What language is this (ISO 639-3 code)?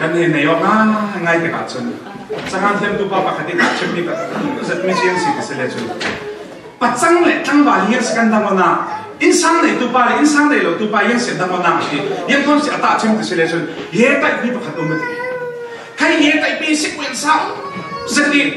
cfm